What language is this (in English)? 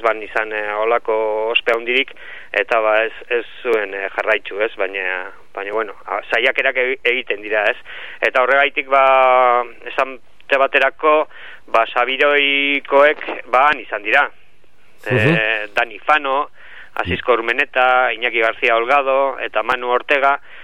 Basque